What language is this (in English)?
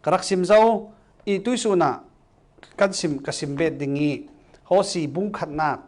Falam Chin